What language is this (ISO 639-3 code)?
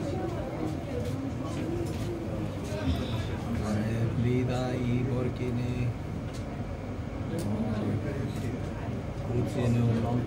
isl